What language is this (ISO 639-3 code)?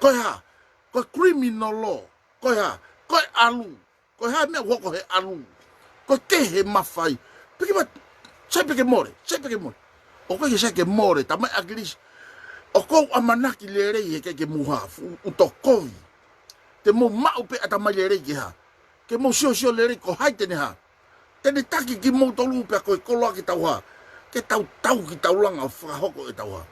ton